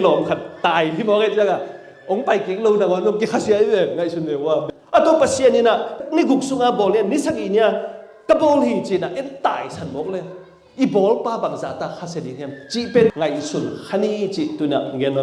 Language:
Tedim Chin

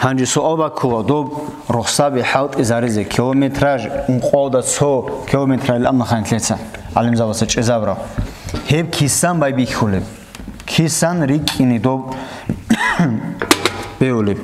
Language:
Avaric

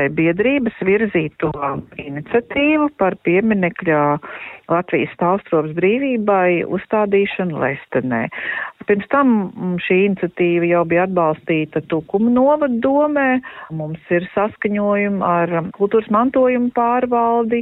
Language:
Latvian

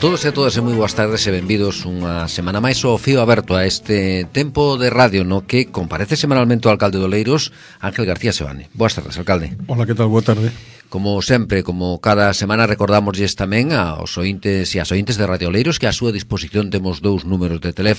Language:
Galician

